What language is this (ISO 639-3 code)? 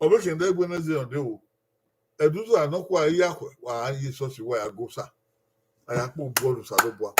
bin